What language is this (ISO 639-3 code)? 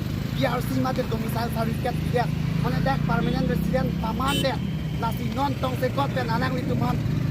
mjw